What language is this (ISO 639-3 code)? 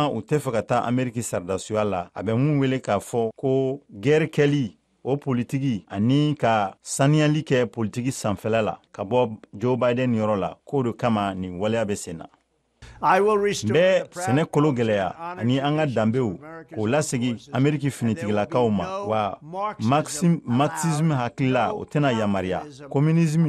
bam